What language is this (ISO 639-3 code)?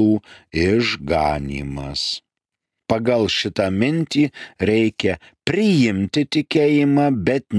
lit